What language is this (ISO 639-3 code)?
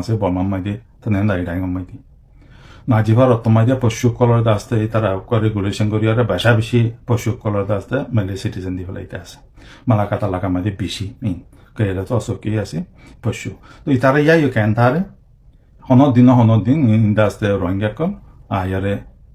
rhg